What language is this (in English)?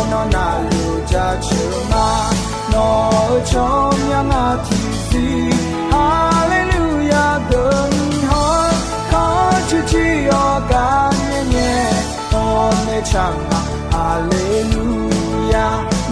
Akha